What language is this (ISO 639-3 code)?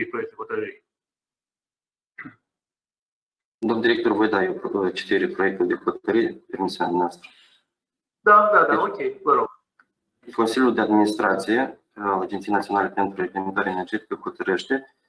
ron